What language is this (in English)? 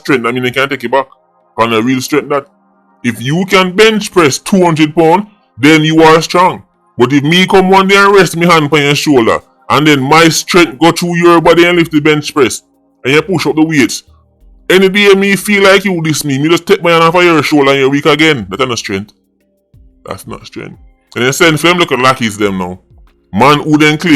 Jamaican Creole English